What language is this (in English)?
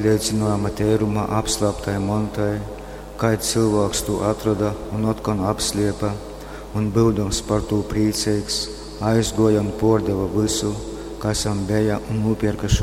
Latgalian